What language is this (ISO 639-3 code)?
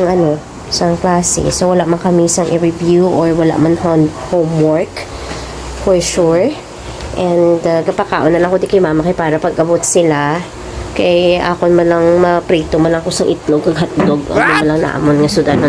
hil